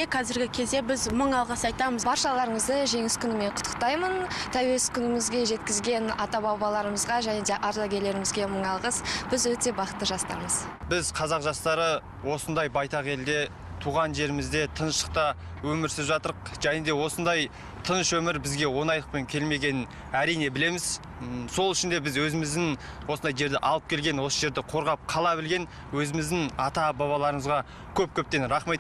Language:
Kazakh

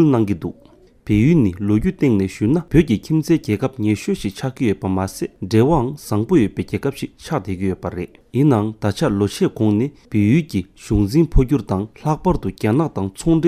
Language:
Tibetan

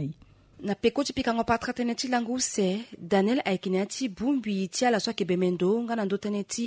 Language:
Sango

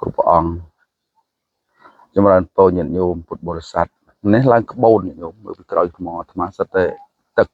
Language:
Khmer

